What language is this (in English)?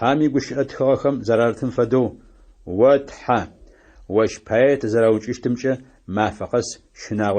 Adyghe